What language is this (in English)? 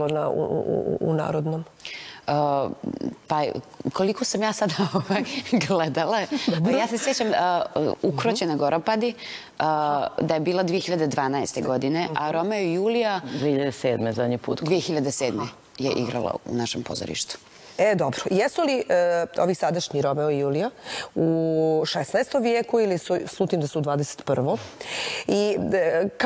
Bosnian